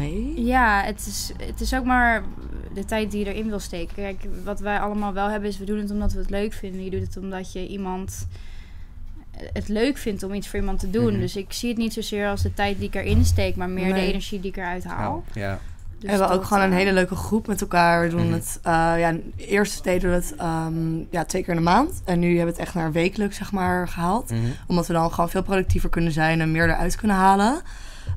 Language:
Dutch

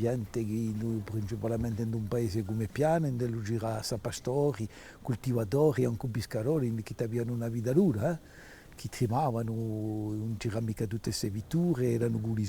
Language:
Corsican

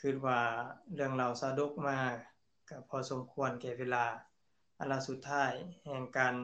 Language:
Lao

